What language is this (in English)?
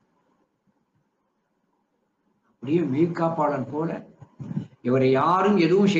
Tamil